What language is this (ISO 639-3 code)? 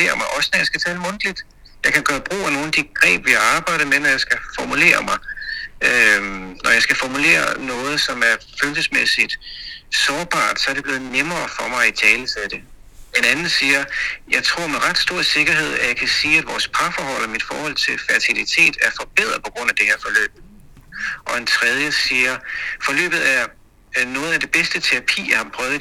dan